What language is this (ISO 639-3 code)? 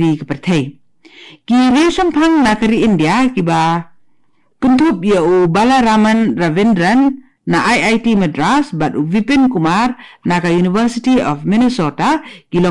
kha